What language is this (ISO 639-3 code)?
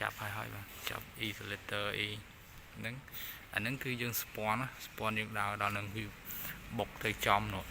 khm